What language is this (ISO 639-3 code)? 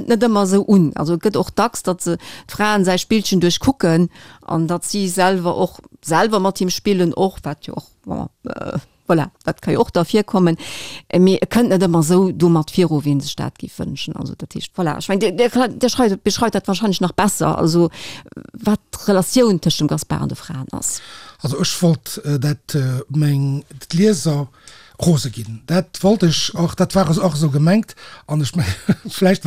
ltz